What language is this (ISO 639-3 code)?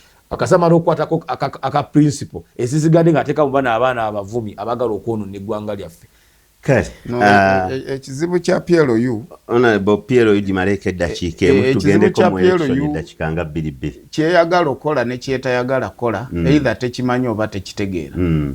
lug